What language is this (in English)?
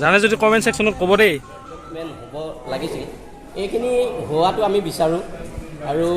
Assamese